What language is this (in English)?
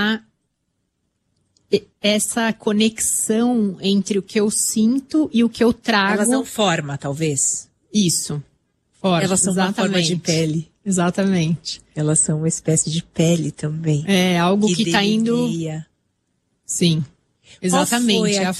Portuguese